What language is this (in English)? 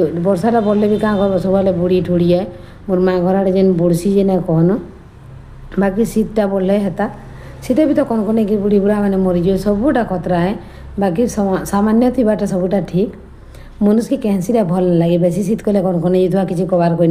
Sambalpuri